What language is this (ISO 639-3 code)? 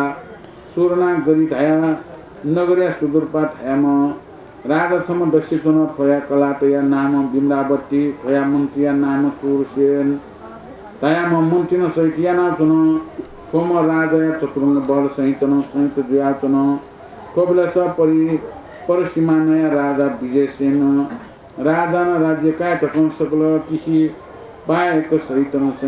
new